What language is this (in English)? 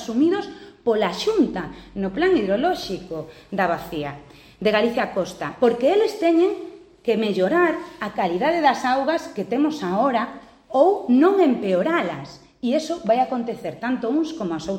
Galician